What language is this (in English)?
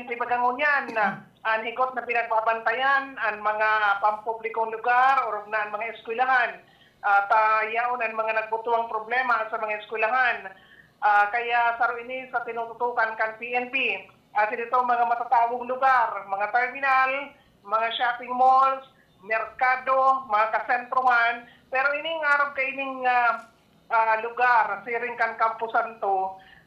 Bikol